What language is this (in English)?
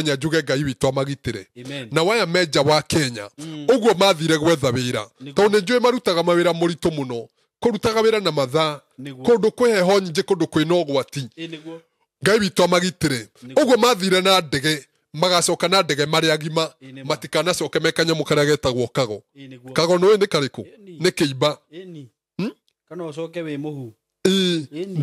Kikuyu